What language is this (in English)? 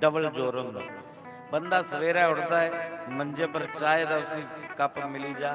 Dogri